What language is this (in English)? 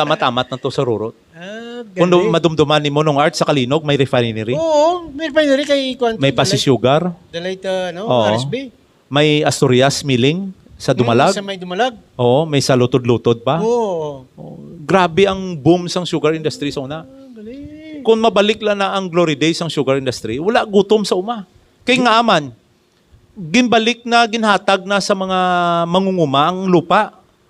Hiligaynon